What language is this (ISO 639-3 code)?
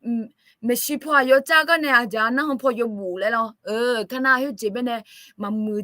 ahk